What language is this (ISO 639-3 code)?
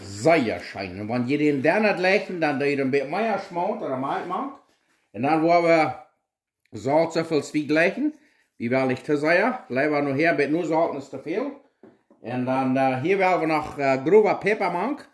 pdt